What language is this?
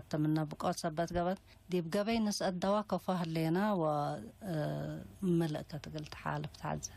Tigre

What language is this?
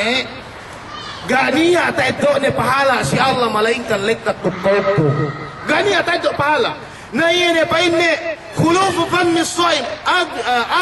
Yakan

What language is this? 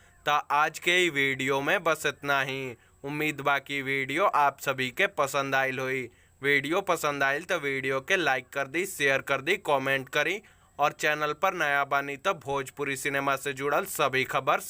Bhojpuri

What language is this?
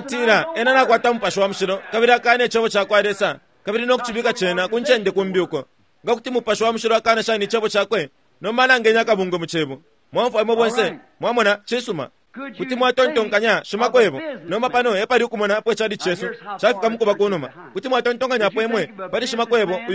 Bemba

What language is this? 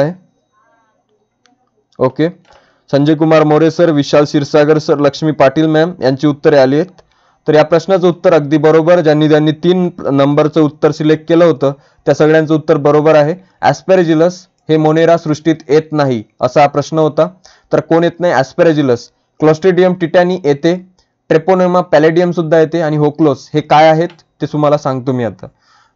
Marathi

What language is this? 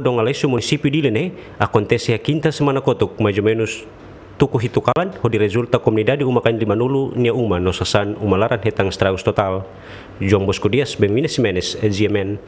Tetum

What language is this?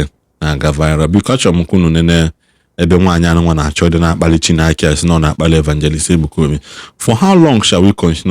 Igbo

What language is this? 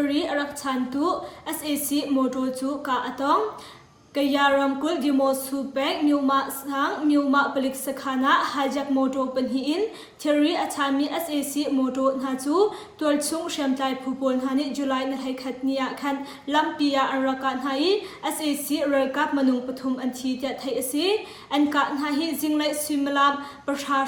Hakha Chin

